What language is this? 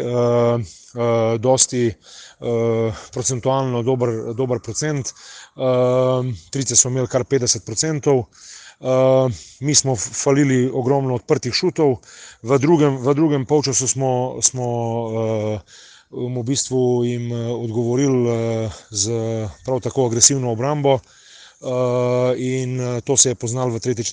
Slovenian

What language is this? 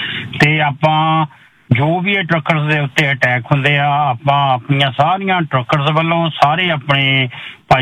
Punjabi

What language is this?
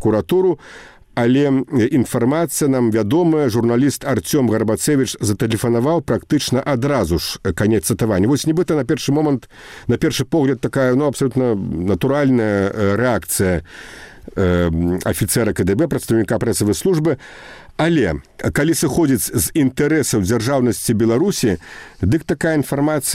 Belarusian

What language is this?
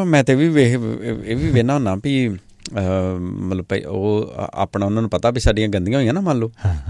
Punjabi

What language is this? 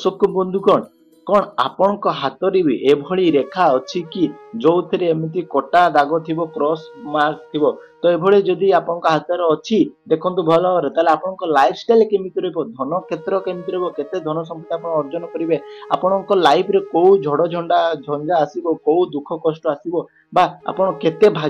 Odia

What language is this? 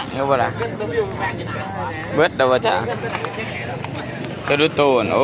Lao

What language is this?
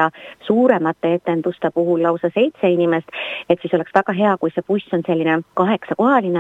Estonian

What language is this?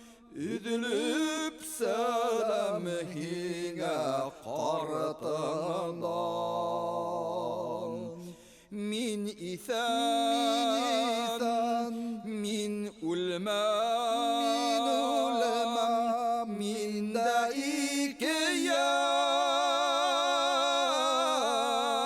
Bashkir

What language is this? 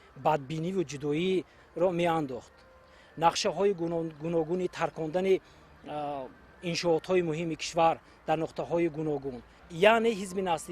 Tajik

